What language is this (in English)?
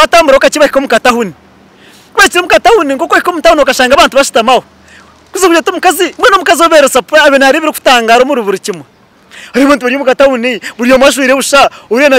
Nyankole